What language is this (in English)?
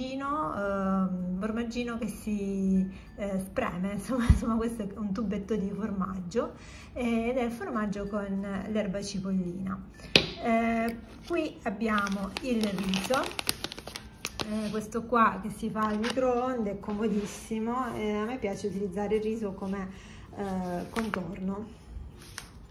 Italian